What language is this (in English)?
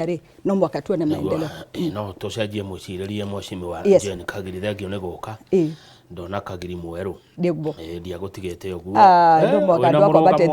Kikuyu